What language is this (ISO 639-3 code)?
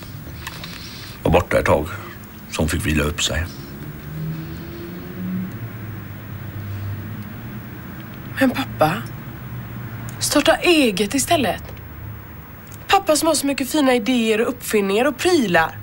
swe